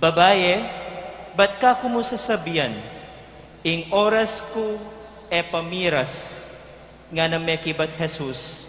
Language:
Pampanga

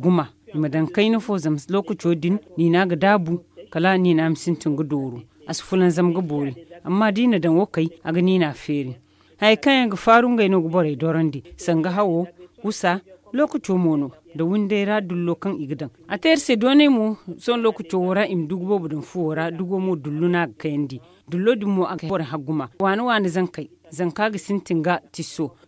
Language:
Zarma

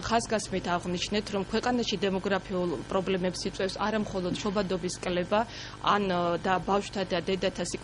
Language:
Georgian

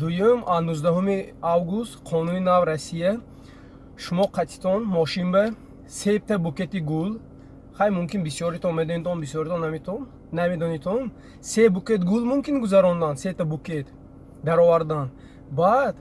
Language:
Tajik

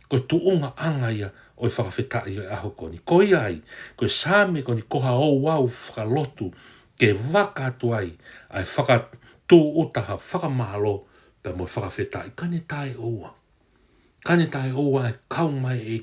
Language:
Tongan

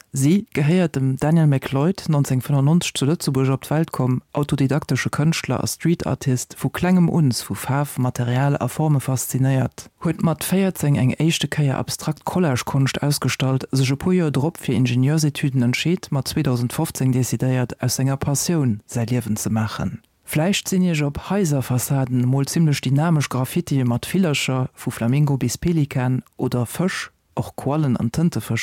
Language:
Luxembourgish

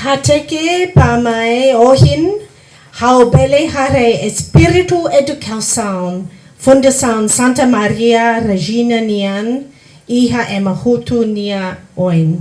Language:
Tetum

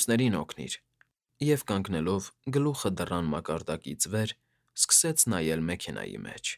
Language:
Armenian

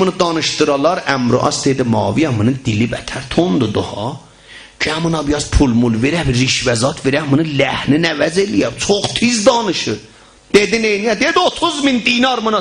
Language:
South Azerbaijani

